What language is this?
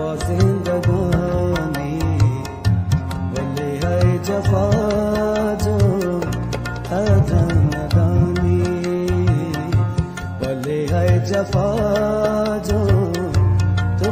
Persian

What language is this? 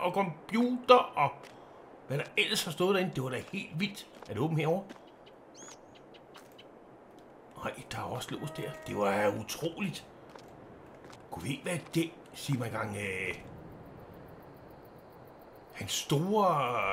Danish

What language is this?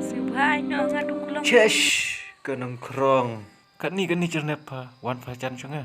Khasi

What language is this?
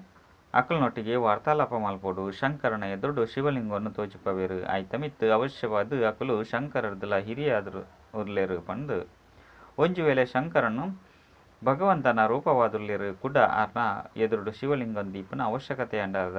Tulu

